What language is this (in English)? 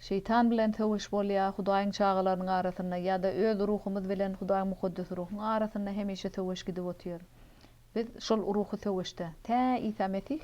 Turkmen